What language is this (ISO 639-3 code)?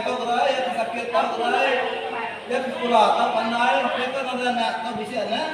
iba